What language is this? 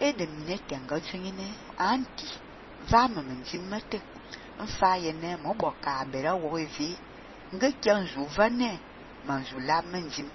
Fang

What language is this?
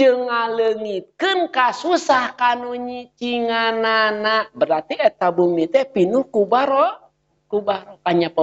Sundanese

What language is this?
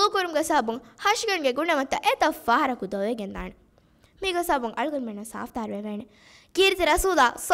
Divehi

